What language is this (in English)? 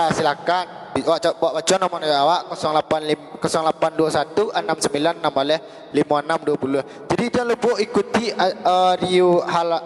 Minangkabau